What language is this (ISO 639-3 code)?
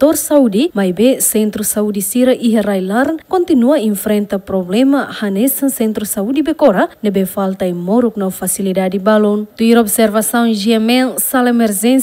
tet